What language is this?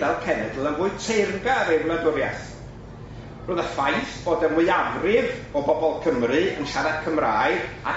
Welsh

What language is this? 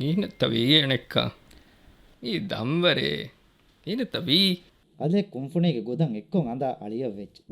Divehi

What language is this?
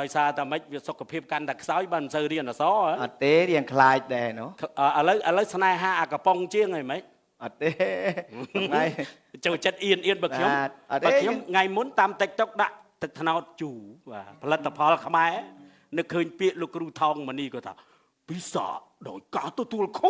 Khmer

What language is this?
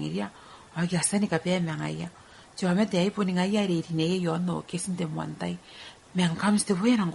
Gilbertese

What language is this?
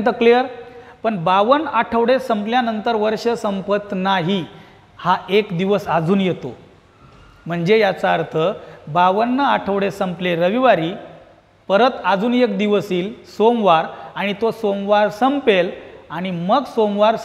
Marathi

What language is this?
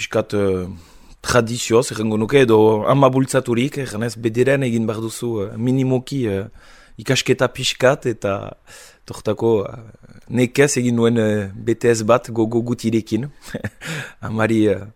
Basque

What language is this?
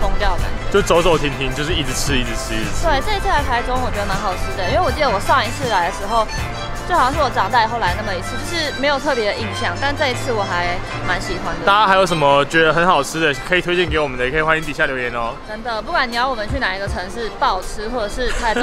Chinese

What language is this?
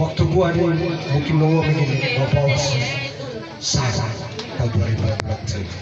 Nias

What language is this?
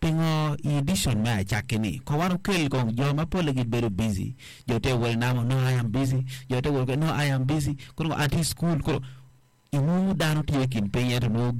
Acoli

